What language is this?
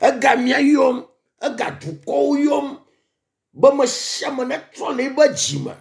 Ewe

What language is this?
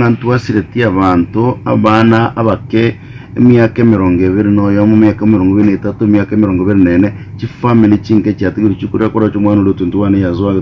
Gusii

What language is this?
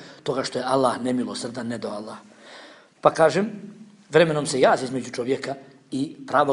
Bosnian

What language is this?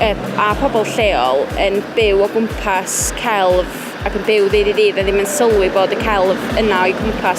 Welsh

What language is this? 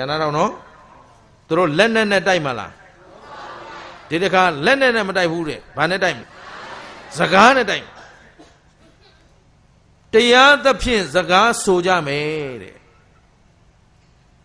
Burmese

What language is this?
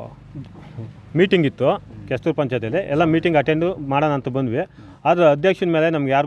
Kannada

